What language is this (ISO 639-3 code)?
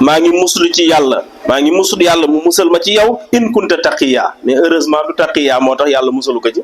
wol